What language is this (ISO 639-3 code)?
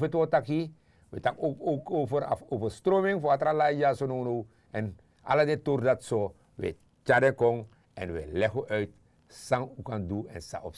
srn